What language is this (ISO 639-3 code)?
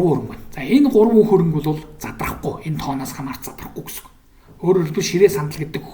mon